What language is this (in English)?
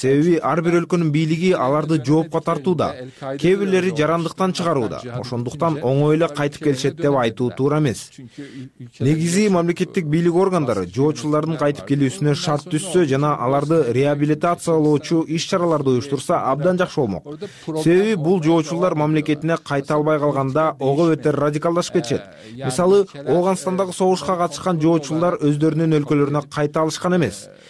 Kyrgyz